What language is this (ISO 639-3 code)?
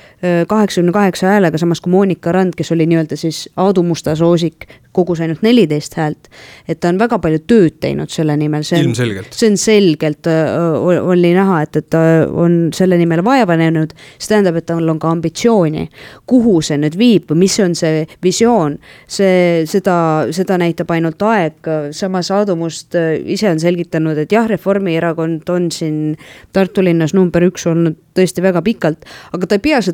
est